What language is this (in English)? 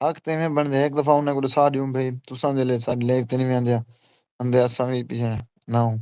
Saraiki